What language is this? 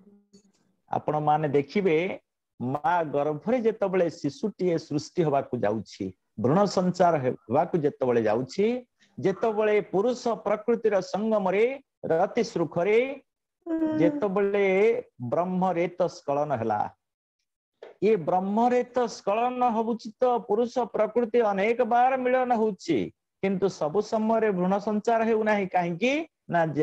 Odia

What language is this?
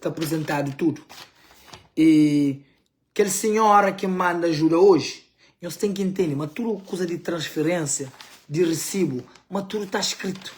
Kabuverdianu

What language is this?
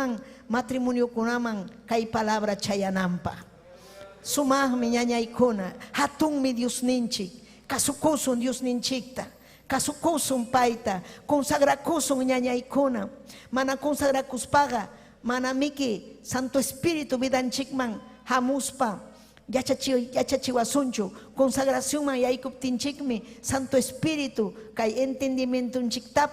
Ayacucho Quechua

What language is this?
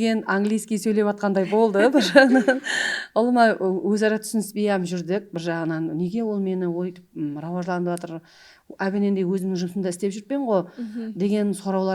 Kara-Kalpak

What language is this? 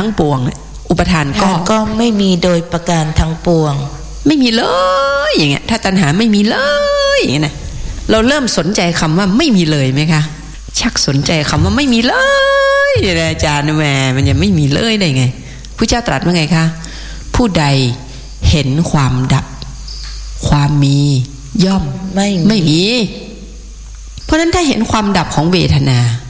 Thai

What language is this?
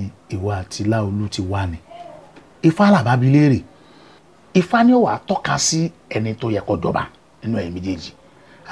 Yoruba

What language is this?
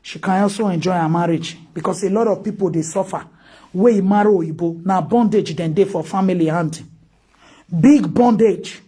Nigerian Pidgin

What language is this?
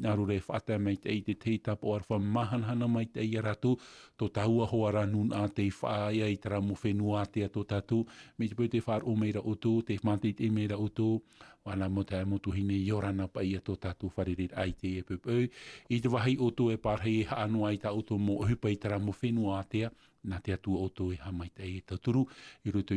Tahitian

